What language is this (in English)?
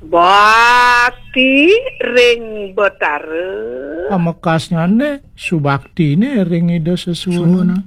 Balinese